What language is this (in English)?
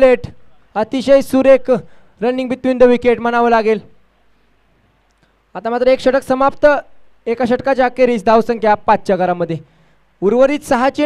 Marathi